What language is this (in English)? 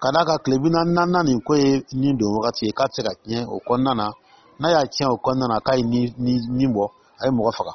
Dyula